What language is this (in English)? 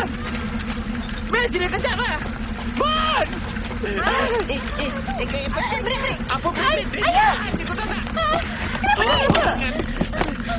Malay